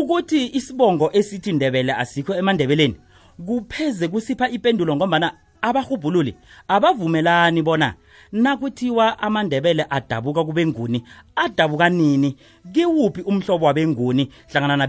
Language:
South Ndebele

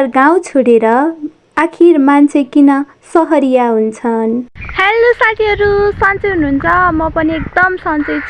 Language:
Nepali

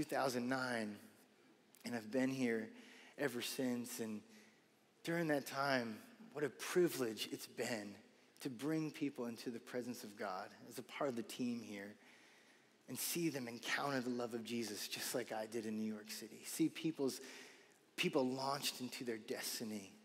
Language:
English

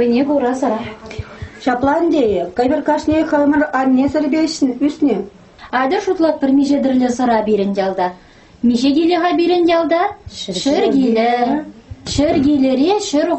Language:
Chuvash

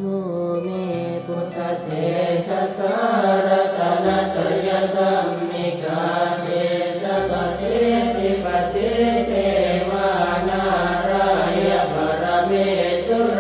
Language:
Pali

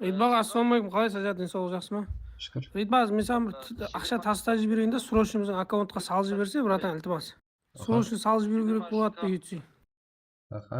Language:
Kara-Kalpak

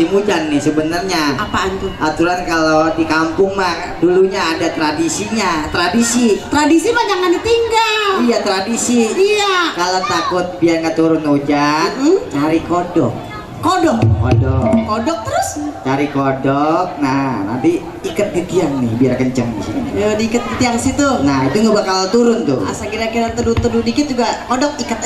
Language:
Betawi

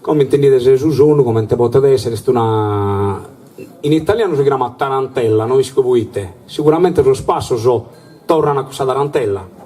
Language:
Sardinian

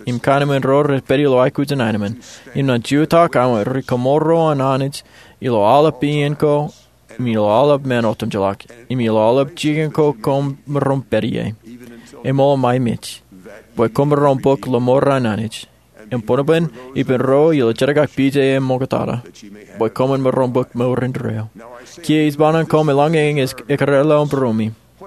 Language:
Marshallese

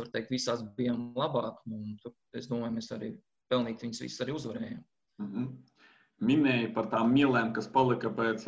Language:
Latvian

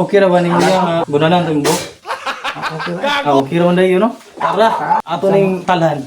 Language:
Cebuano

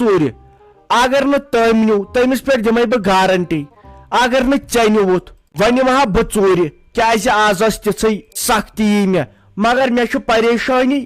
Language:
Kashmiri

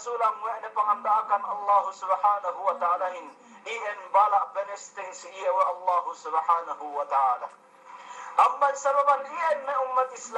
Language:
Yakan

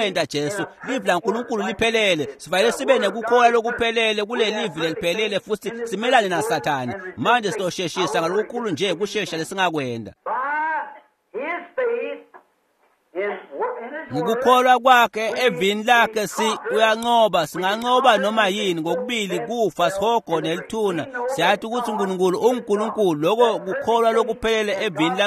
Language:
Swati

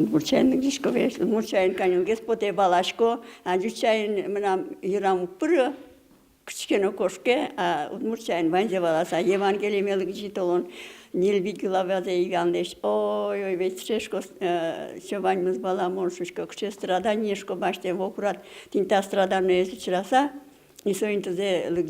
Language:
Udmurt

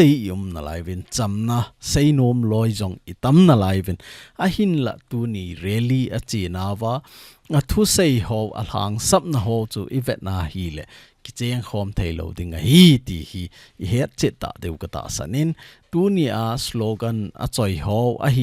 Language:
Thado Chin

